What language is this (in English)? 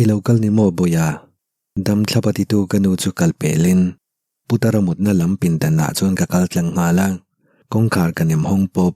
Mizo